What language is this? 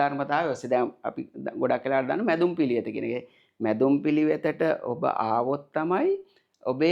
Sinhala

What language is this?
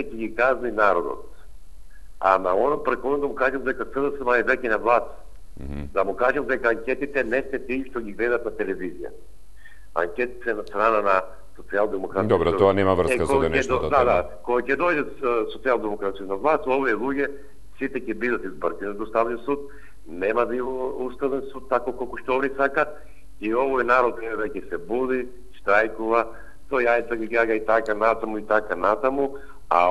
Macedonian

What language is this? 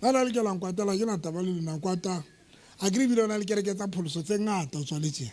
Southern Sotho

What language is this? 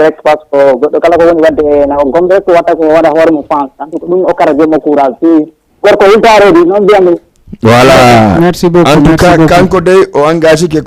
Fula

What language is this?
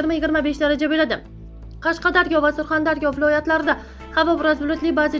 Uzbek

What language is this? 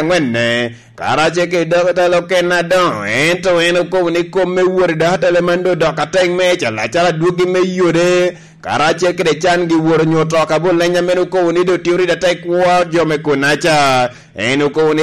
Lango (Uganda)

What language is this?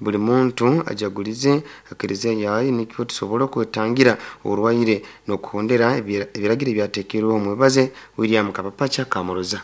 Nyoro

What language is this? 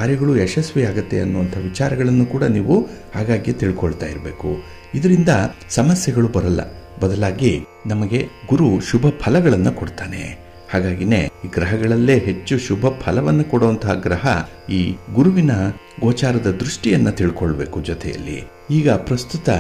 Kannada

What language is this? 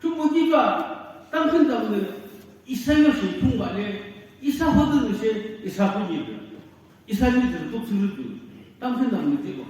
Naga Pidgin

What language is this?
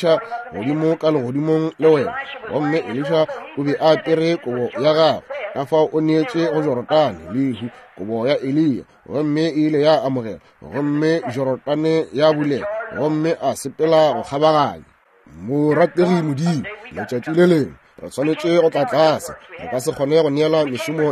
Northern Sotho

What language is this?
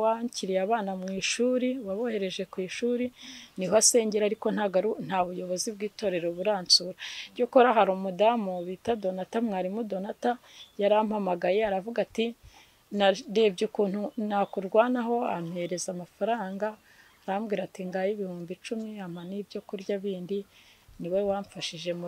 Kinyarwanda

